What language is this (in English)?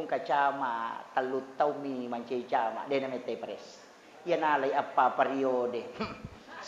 Buginese